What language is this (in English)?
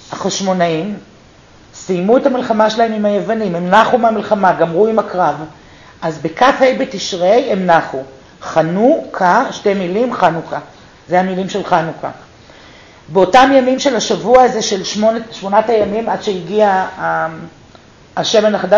Hebrew